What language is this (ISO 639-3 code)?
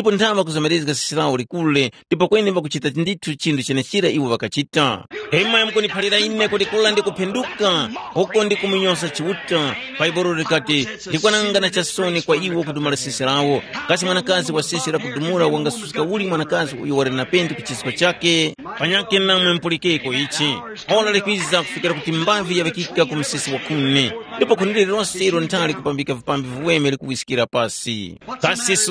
tum